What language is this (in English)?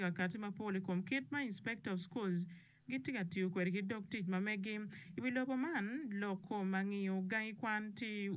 Acoli